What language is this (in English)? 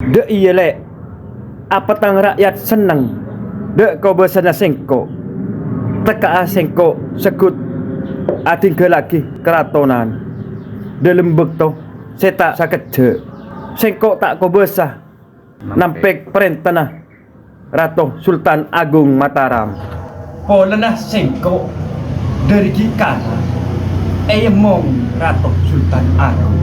Madurese